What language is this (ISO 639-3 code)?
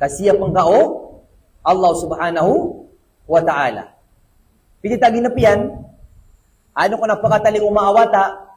mrw